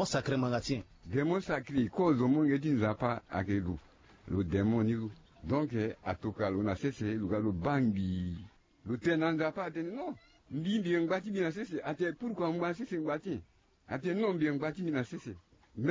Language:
Sango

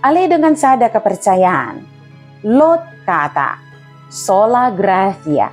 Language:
Batak Dairi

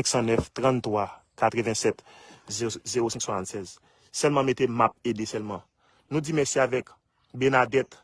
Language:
Haitian Creole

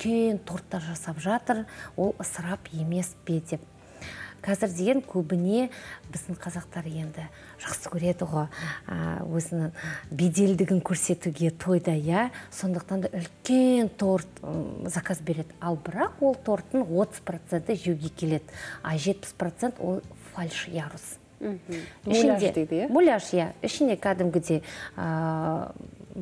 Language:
Kazakh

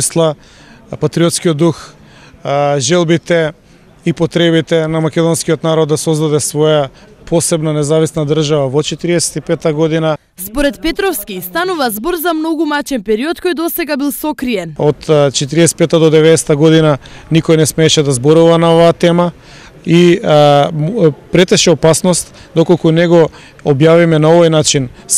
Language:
Macedonian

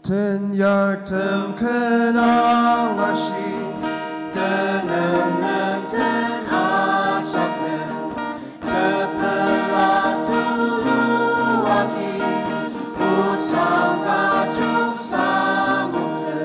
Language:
Ao Naga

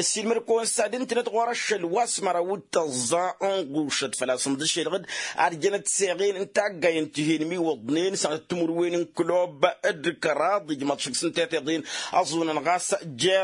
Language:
Tamasheq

